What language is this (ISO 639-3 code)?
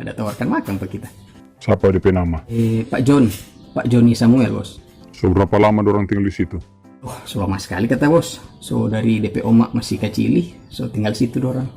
xmm